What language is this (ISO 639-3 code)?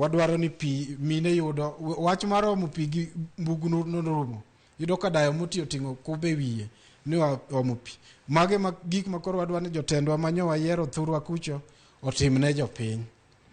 luo